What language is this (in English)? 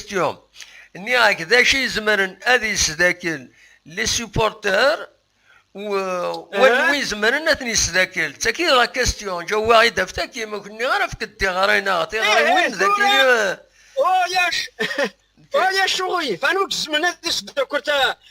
Kabyle